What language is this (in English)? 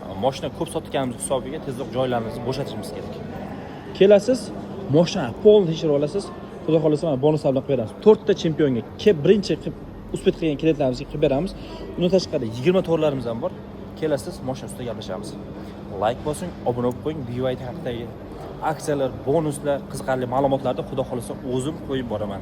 Uzbek